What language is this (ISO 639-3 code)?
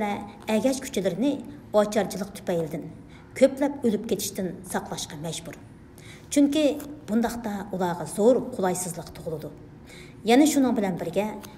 uig